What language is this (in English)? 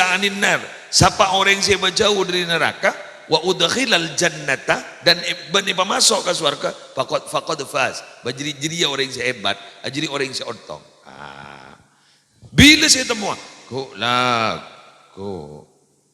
Madurese